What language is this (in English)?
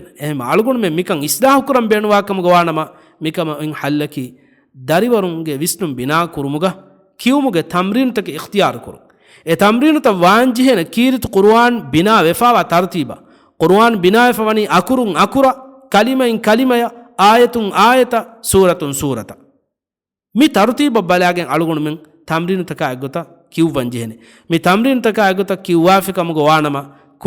Divehi